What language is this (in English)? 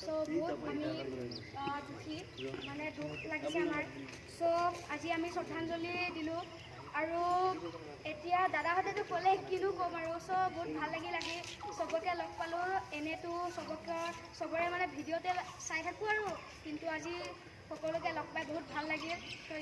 Assamese